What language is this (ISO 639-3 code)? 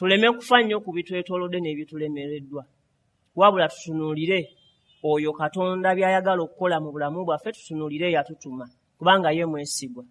lug